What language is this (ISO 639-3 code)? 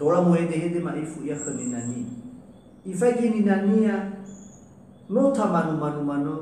nia